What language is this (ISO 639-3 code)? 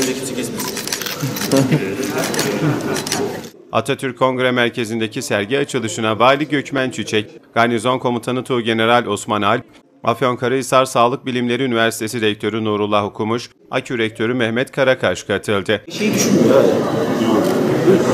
tur